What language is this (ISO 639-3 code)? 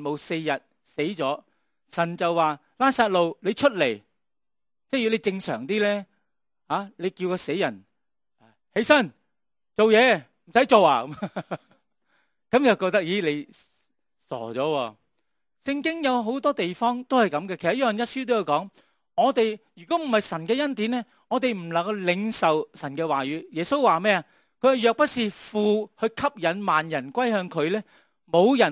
yue